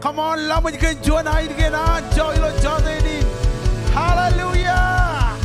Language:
Marshallese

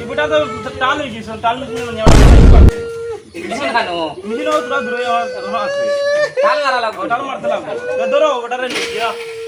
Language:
Sylheti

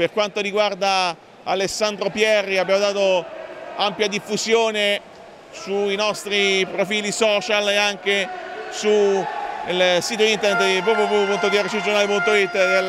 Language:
Italian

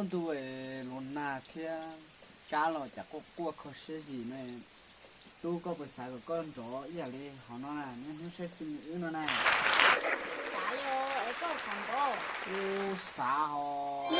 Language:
Hmong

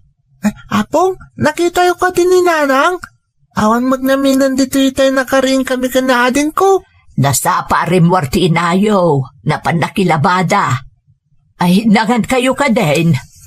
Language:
Iloko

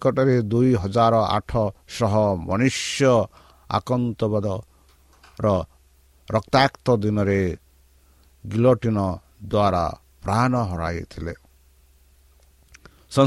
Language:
Odia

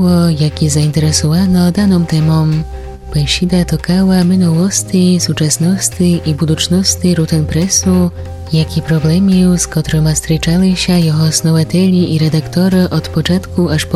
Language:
Rusyn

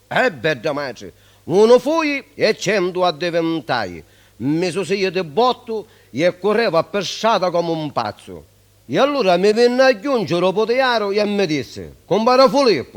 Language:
Sicilian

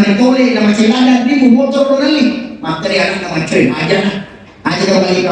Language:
Buginese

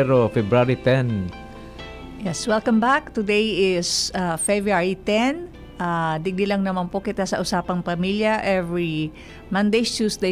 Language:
Bikol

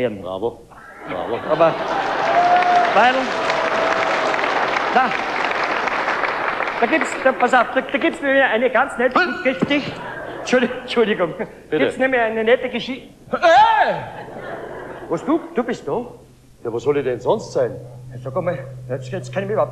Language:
German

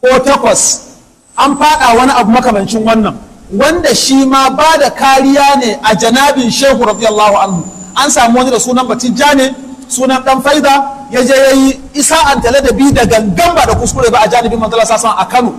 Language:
Hausa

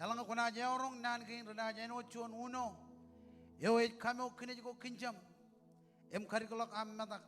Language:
Marshallese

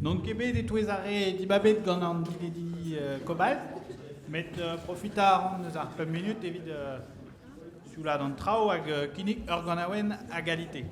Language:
Breton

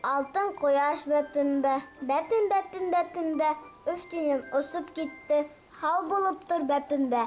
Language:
Bashkir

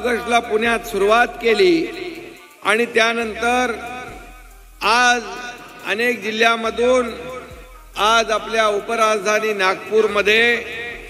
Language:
Marathi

